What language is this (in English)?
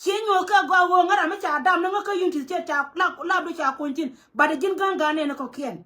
Nuer